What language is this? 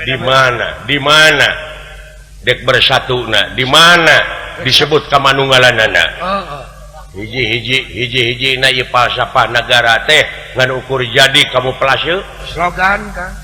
Sundanese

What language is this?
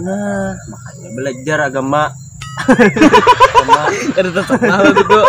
Banjar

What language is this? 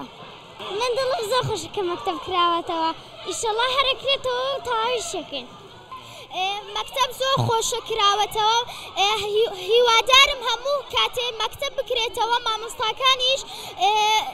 Central Kurdish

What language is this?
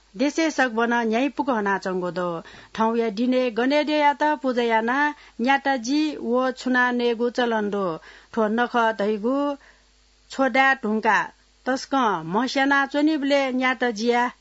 Newari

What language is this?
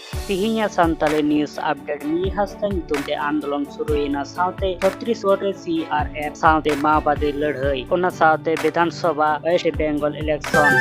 Santali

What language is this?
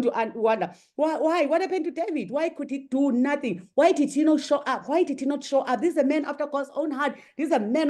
English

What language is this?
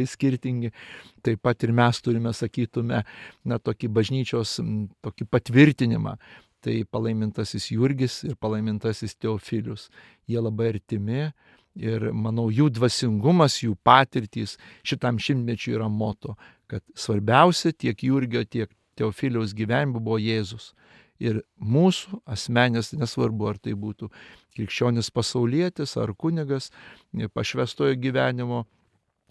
Lithuanian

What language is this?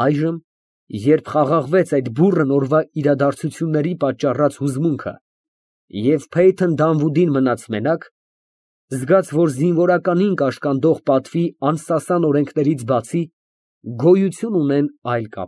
Armenian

